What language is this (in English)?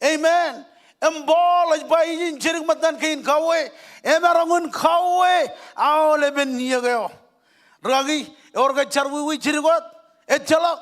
Marshallese